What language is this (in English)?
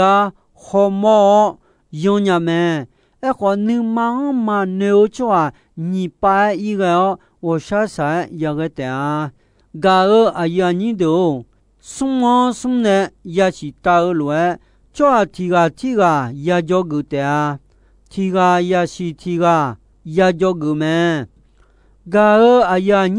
Akha